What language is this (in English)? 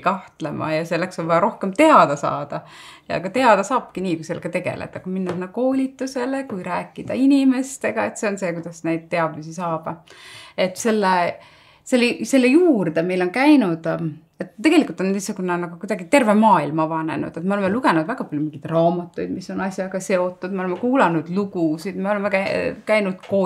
Estonian